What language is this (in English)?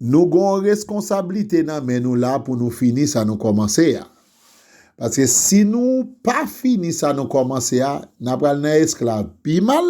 Haitian Creole